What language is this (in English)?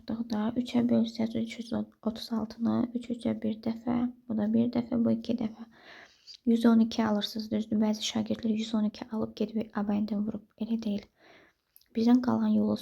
Azerbaijani